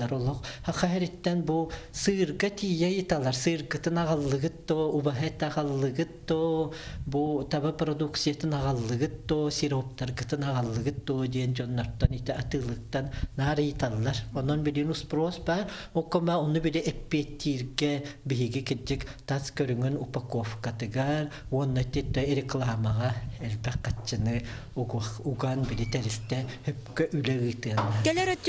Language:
Yakut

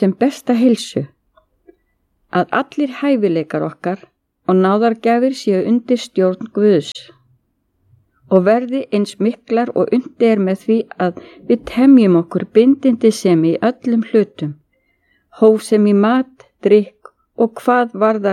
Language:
Icelandic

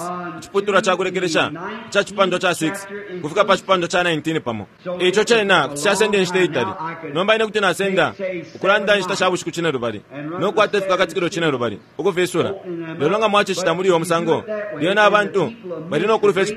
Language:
Bemba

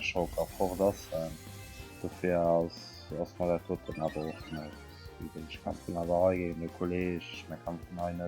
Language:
Luxembourgish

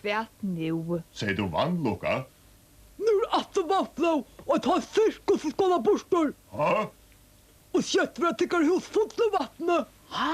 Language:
Faroese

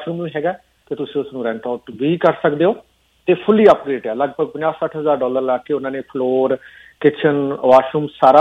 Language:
Punjabi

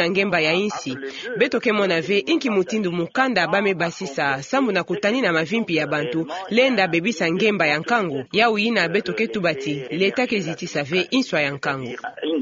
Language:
Kituba (Democratic Republic of Congo)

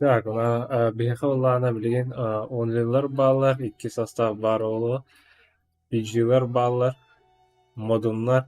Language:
Yakut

